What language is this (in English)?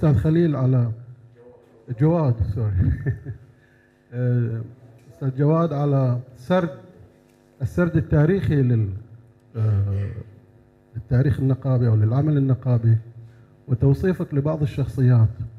Arabic